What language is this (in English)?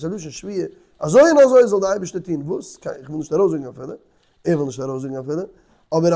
Yiddish